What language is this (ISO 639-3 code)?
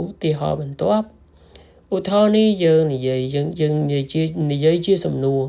khm